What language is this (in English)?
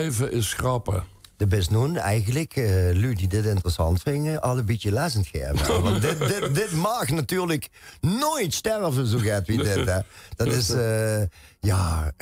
Limburgish